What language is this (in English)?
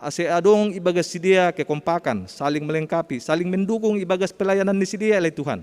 Batak Simalungun